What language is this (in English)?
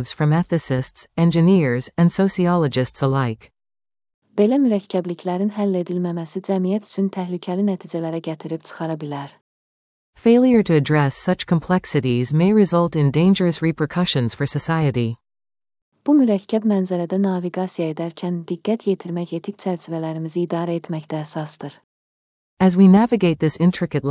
Azerbaijani